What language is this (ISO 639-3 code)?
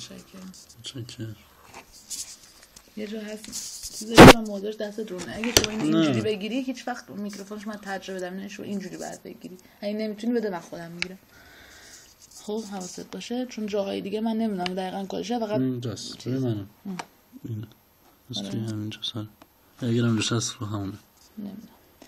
fas